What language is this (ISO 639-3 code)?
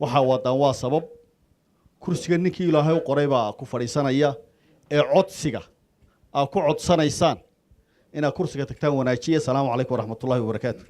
som